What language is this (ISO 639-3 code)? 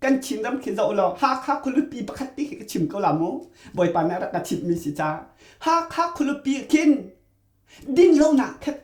cnh